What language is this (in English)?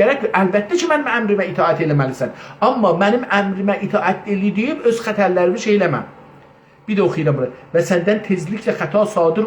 South Azerbaijani